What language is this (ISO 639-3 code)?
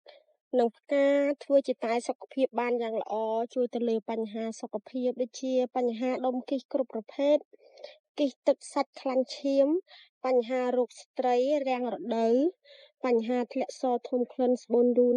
khm